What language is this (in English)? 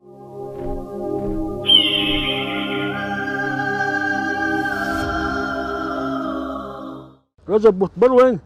Chechen